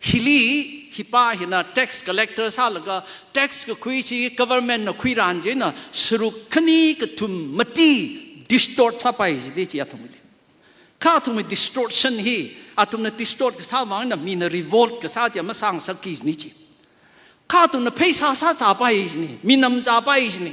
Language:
Tangkhul Naga (India)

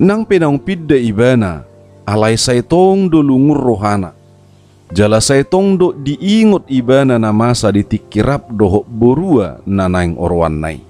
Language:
Batak Toba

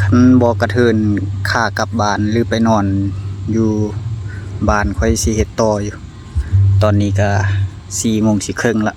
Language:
Lao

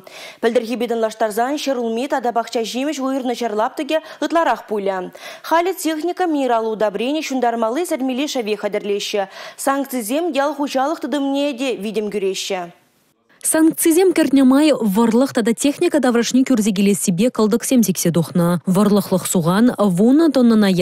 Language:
Chuvash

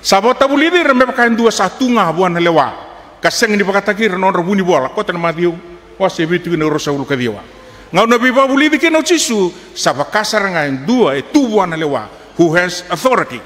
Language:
Fijian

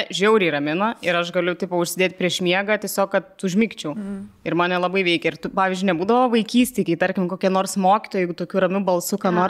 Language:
Lithuanian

